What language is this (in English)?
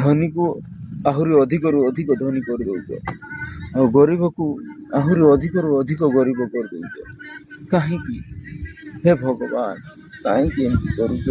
Odia